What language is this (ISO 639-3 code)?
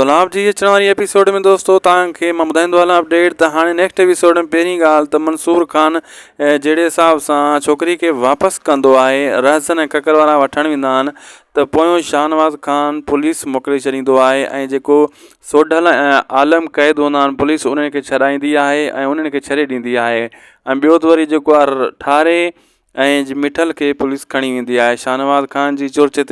snd